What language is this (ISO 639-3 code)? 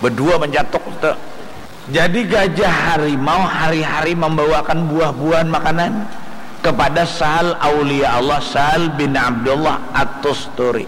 bjn